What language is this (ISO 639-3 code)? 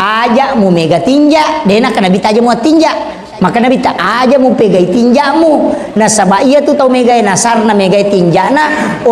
bug